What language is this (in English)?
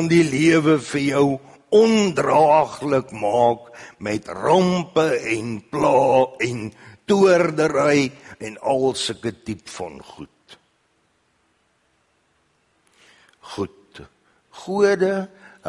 Afrikaans